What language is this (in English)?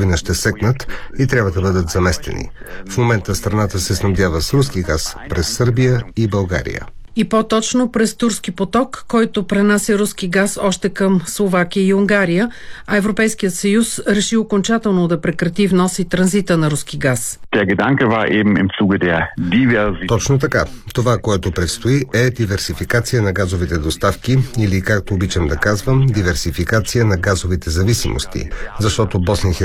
Bulgarian